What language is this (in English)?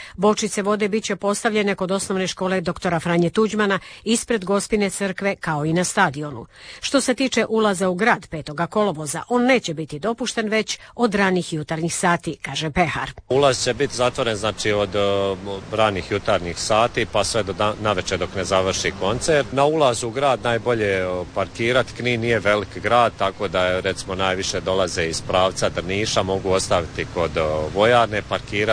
Croatian